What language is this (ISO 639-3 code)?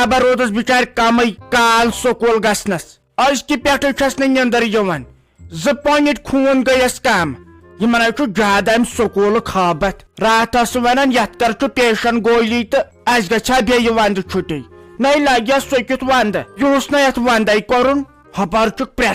kas